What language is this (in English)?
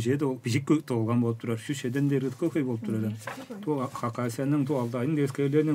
Tuvinian